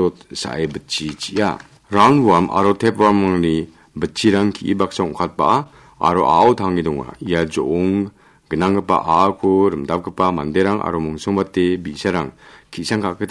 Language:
Garo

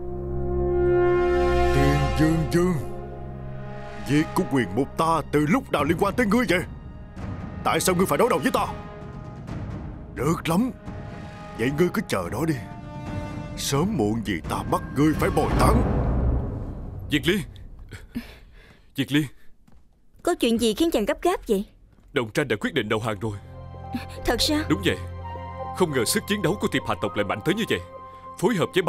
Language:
Vietnamese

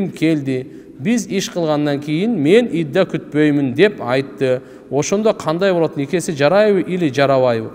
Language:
Kyrgyz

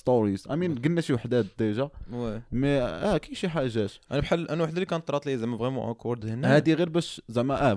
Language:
Moroccan Arabic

